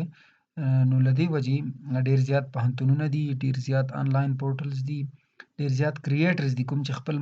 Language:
Pashto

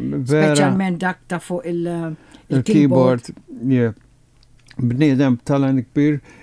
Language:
Maltese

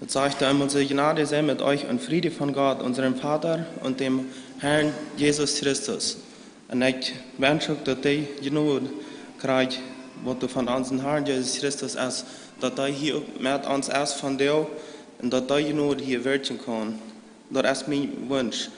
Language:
Plautdietsch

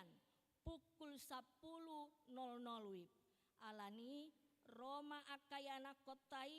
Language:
Batak Toba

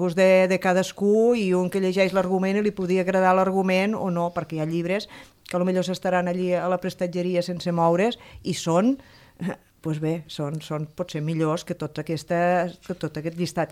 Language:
Catalan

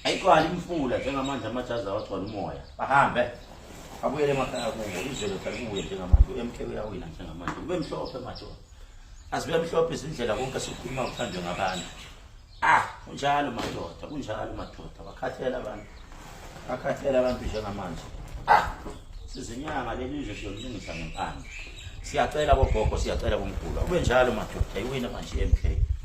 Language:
Zulu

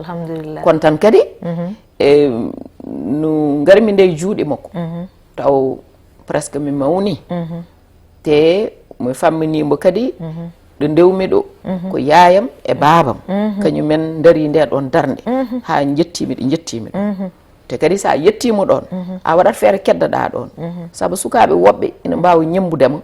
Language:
Fula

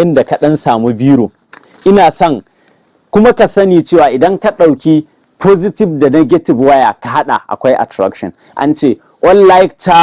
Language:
Hausa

